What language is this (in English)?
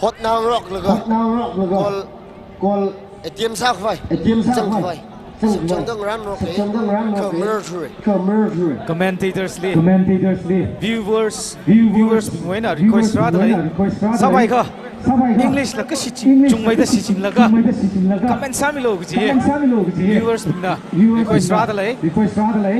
Tangkhul Naga (India)